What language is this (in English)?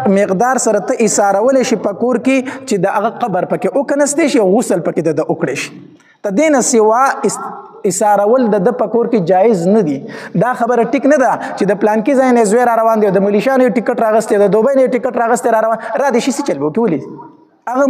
Pashto